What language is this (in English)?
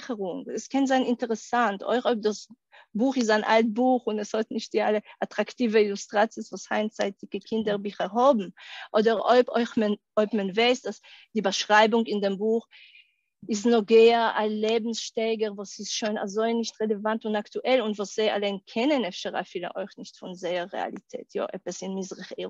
Yiddish